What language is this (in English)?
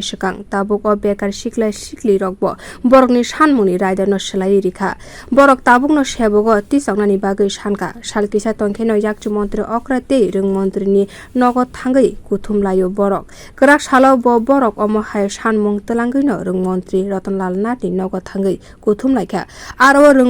Kok Borok